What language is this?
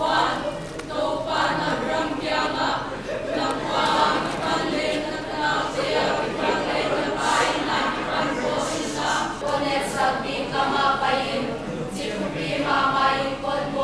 Paite Chin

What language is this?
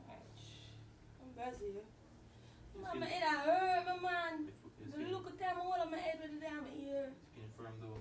Jamaican Creole English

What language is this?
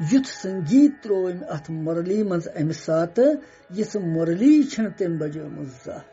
Kashmiri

